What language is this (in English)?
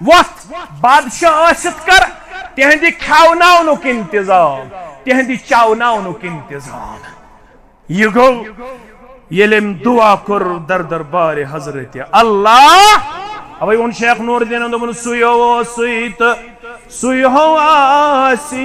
Kashmiri